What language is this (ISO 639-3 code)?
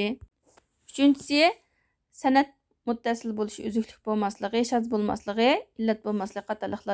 uig